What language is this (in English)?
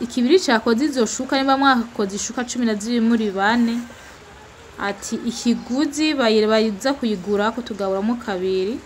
Rundi